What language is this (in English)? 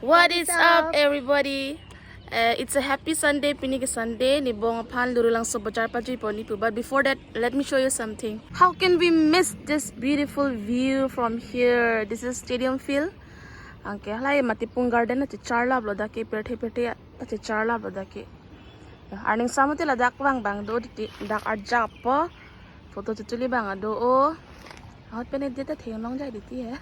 Karbi